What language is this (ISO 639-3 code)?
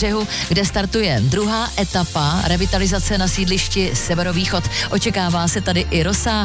ces